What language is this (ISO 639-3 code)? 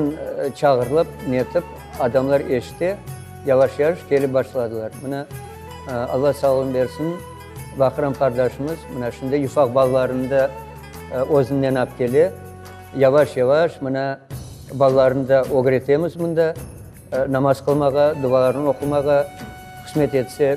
crh